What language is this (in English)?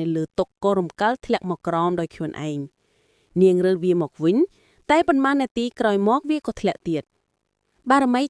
Khmer